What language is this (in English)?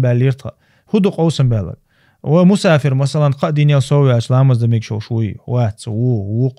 Chechen